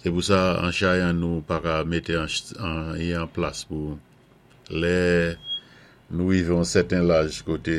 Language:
Saint Lucian Creole French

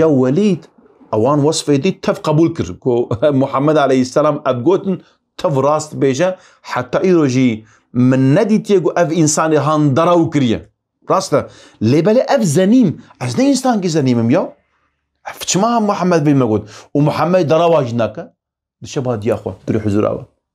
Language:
Kurdish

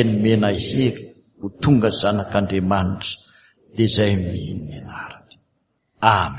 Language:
Malagasy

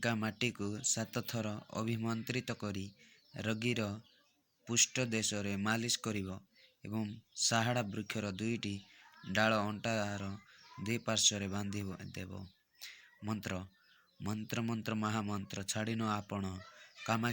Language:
Odia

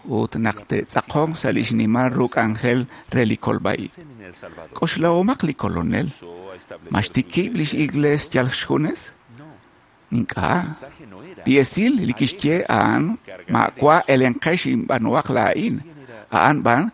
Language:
Kekchí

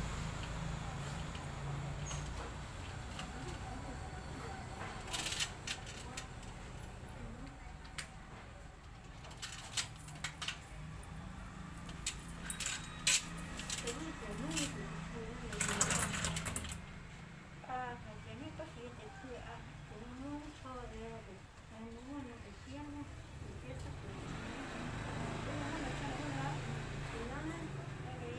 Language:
Vietnamese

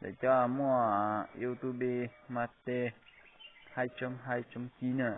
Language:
Hmong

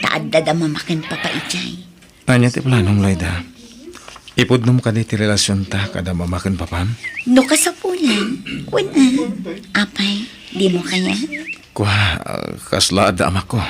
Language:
Iloko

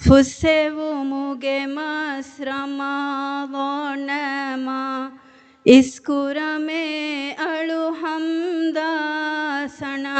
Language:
Divehi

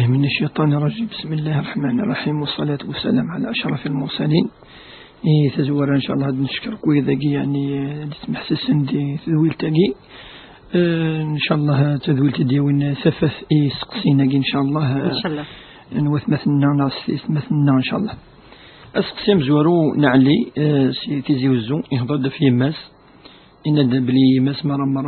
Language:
Kabyle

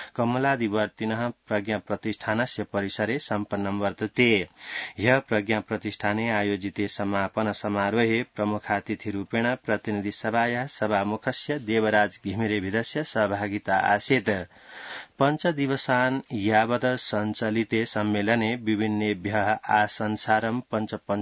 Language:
Sanskrit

